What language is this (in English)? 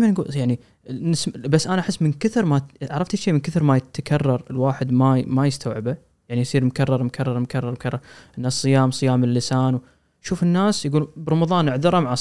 Gulf Arabic